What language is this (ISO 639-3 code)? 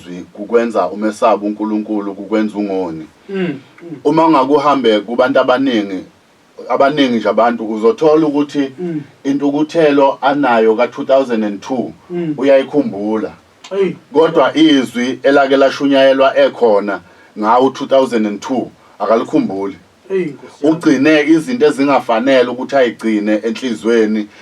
zul